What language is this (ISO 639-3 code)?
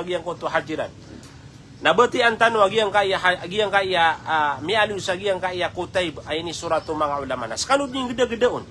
mrw